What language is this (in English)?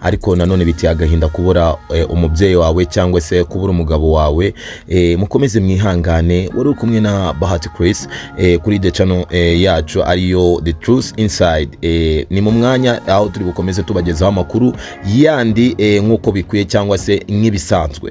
Kinyarwanda